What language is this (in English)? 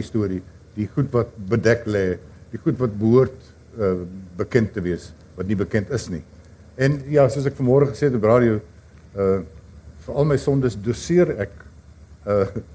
Afrikaans